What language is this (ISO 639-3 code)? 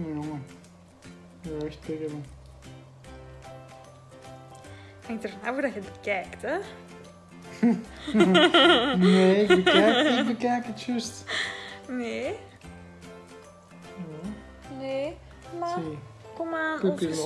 nld